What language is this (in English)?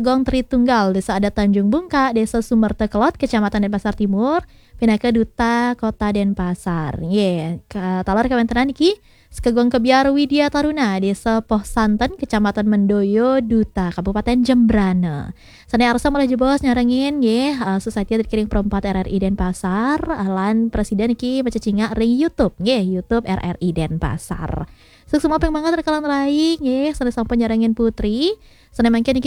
Balinese